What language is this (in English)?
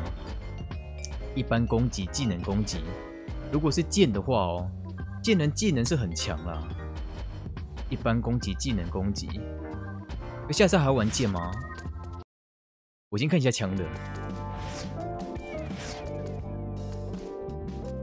Chinese